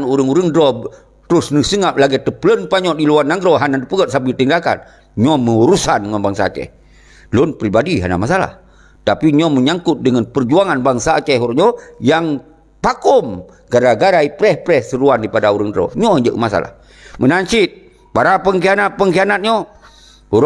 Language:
Achinese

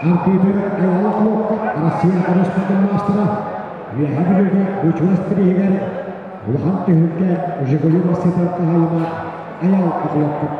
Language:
Yakut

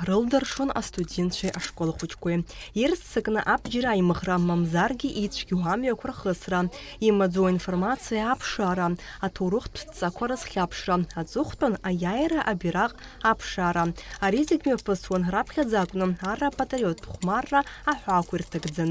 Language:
Abkhazian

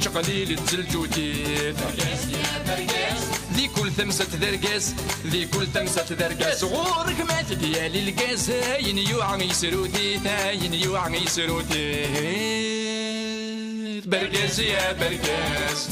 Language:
Kabyle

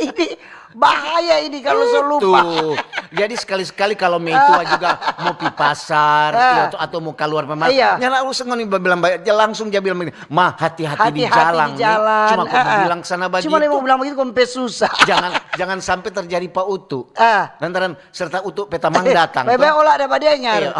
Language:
Manado Malay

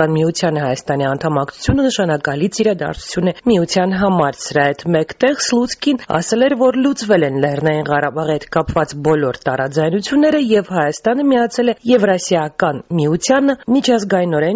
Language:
Armenian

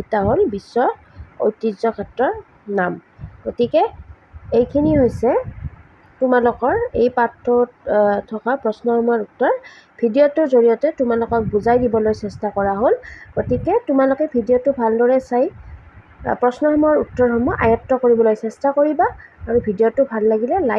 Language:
Assamese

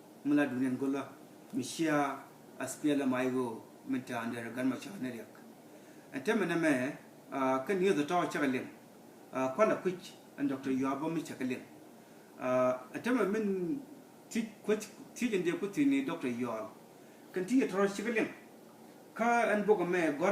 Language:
Nuer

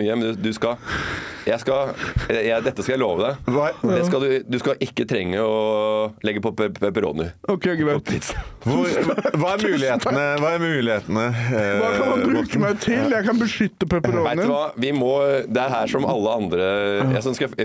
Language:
Norwegian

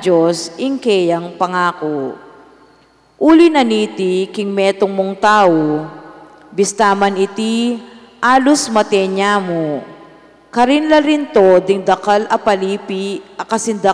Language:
Pampanga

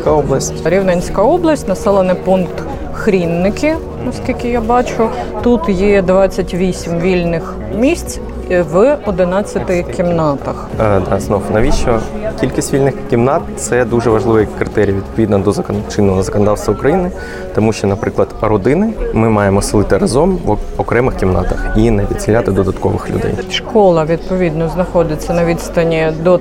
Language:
Ukrainian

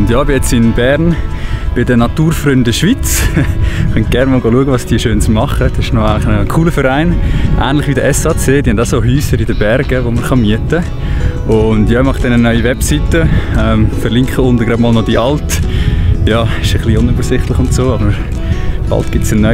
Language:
Swiss German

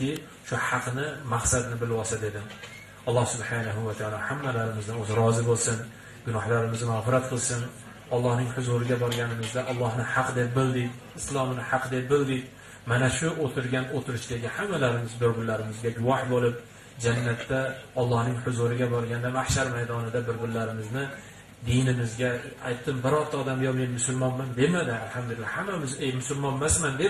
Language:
Uzbek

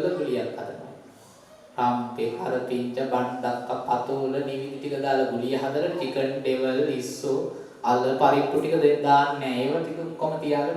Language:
Sinhala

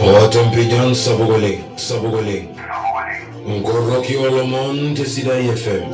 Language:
Masai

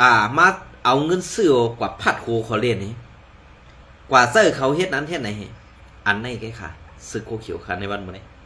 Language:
Shan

